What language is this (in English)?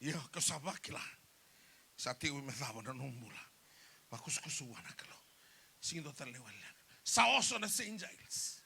Fijian